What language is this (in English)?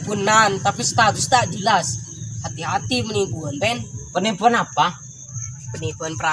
Madurese